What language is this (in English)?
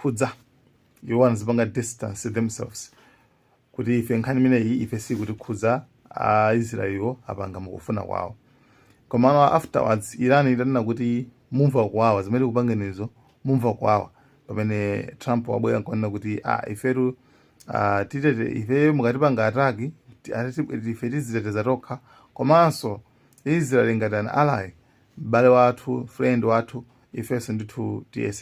Nyanja